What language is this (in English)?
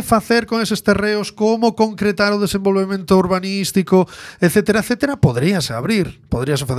Galician